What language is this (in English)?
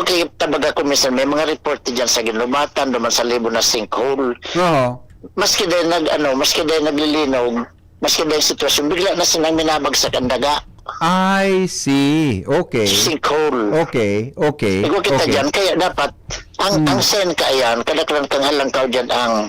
Bikol